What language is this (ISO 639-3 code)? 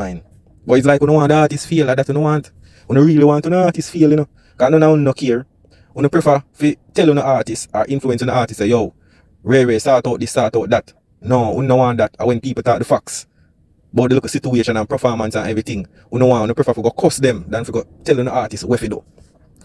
jam